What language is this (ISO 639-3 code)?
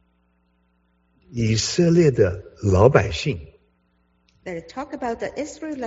zho